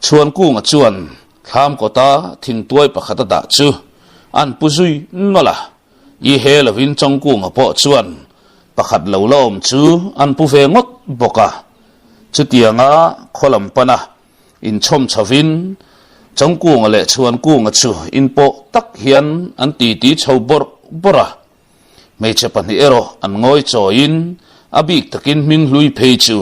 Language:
Mizo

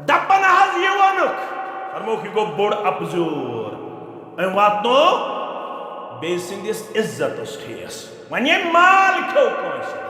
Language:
Kashmiri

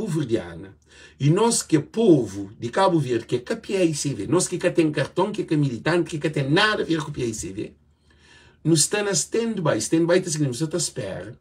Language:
Kabuverdianu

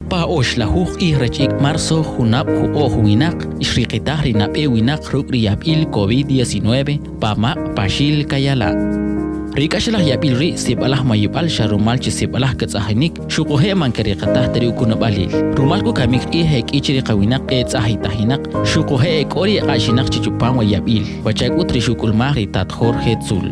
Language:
Kʼicheʼ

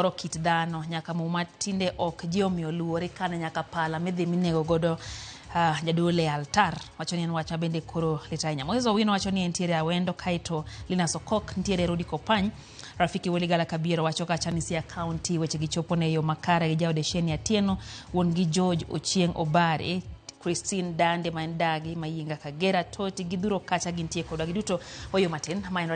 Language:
Luo (Kenya and Tanzania)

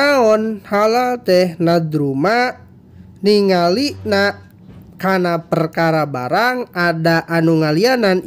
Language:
Sundanese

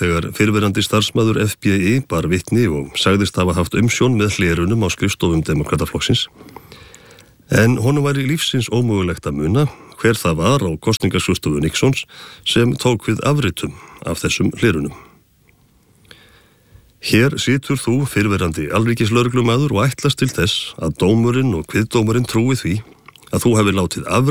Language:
Icelandic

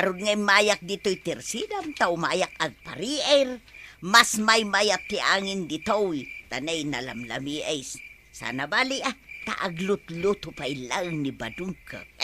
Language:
Iloko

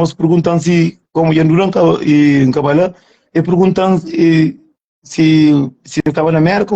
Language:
Kabuverdianu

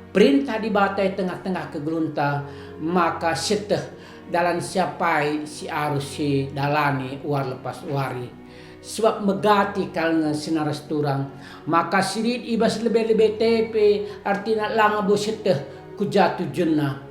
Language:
Batak Karo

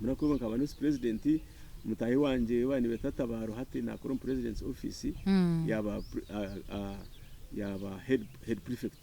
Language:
Nyankole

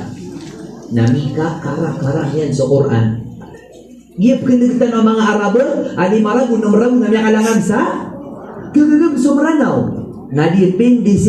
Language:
Maranao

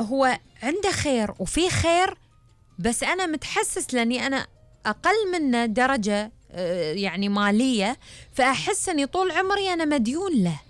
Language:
Gulf Arabic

